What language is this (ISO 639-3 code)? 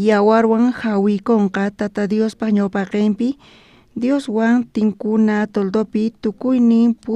quh